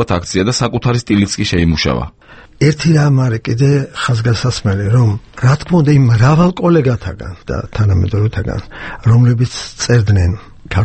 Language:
Georgian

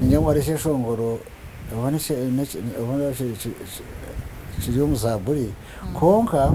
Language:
Nyankole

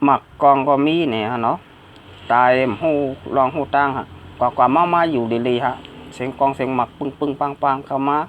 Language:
Shan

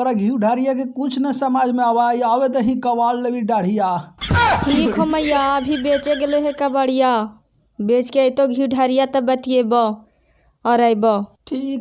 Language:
Magahi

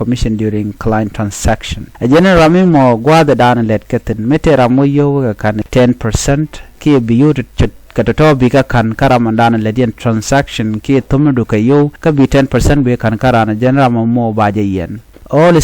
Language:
Nuer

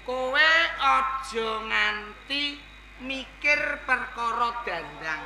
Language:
Javanese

